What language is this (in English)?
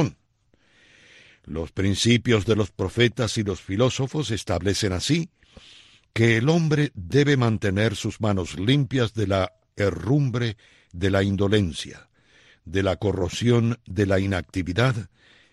Spanish